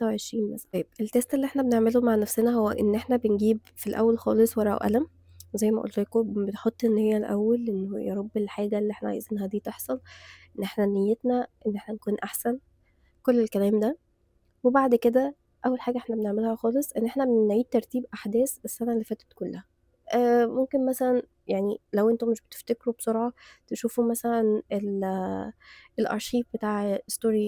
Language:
Egyptian Arabic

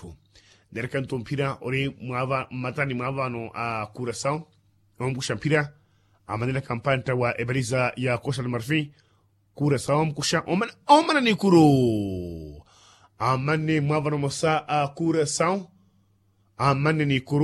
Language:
Makhuwa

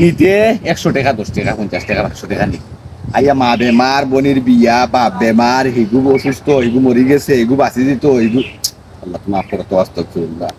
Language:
Sylheti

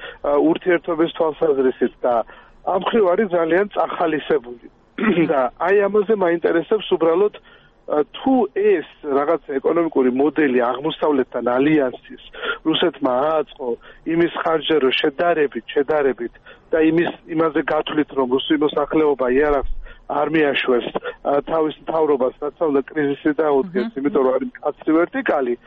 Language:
Georgian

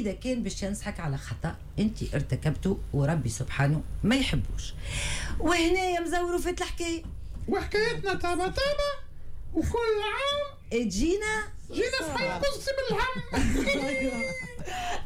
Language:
Tunisian Arabic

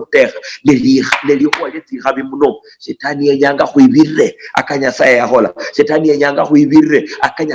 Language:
Luyia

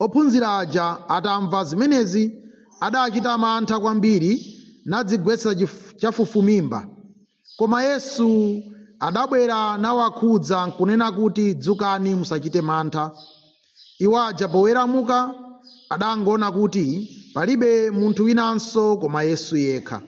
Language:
Nyanja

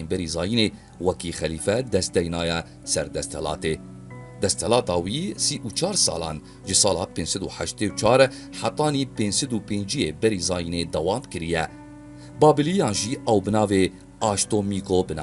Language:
Kurdish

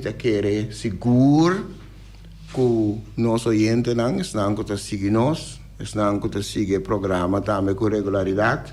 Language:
Papiamento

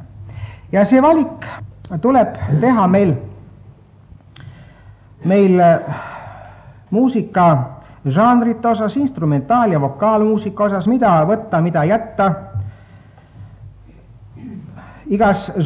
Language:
Estonian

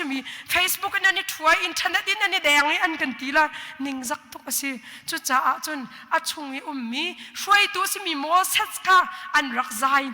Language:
Hakha Chin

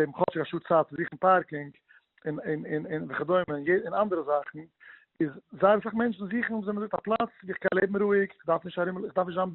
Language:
Yiddish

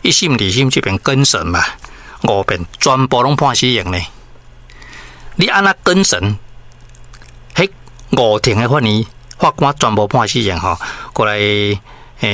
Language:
Min Nan Chinese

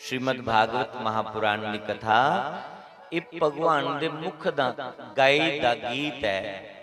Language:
Dogri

